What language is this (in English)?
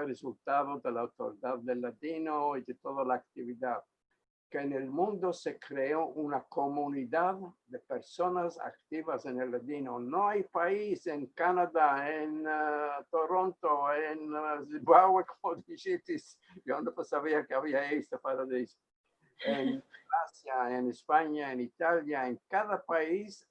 Ladino